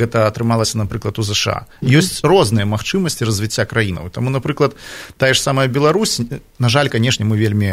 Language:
Belarusian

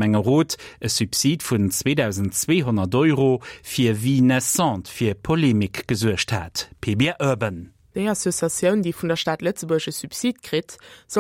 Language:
Luxembourgish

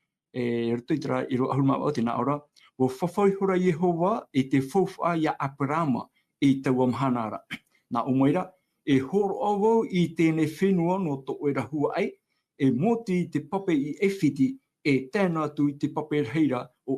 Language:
Tahitian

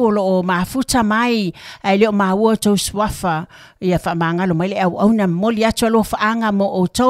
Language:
Samoan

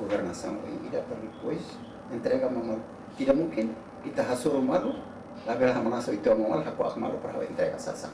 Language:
Tetum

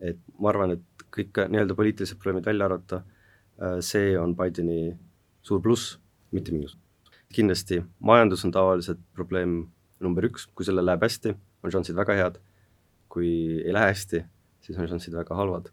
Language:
Estonian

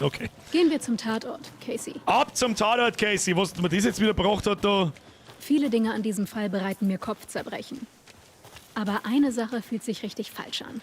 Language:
Bavarian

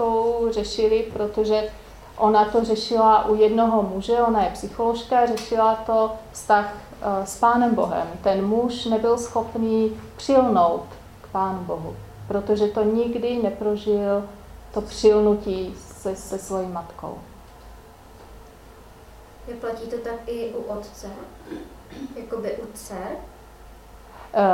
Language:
Czech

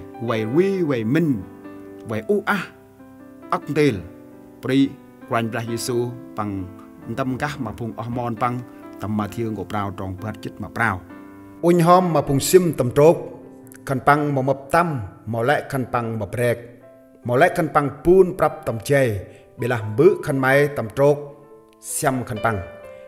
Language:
Central Mnong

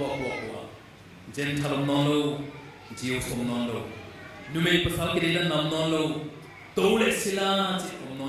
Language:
Tedim Chin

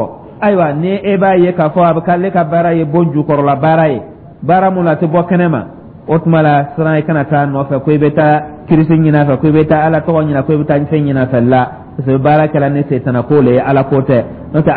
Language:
Dyula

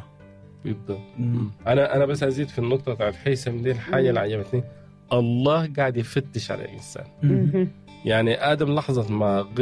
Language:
Sudanese Arabic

